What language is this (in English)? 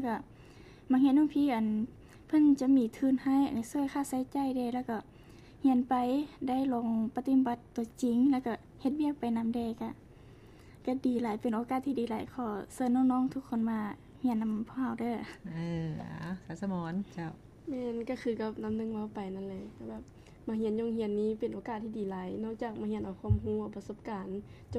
Lao